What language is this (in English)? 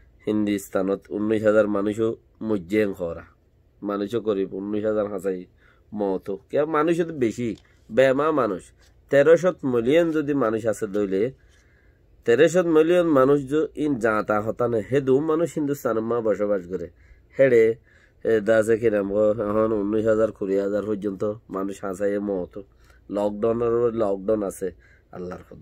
Rohingya